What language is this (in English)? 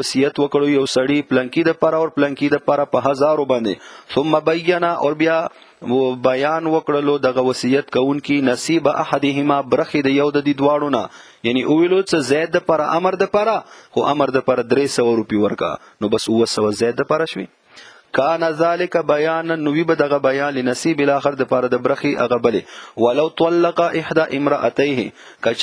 Pashto